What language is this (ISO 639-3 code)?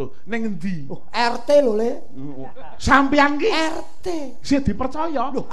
jav